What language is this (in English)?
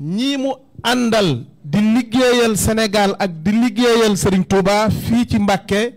Wolof